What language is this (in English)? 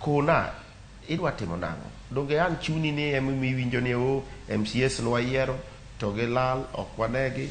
Luo (Kenya and Tanzania)